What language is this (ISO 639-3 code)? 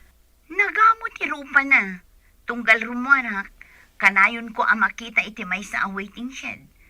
ilo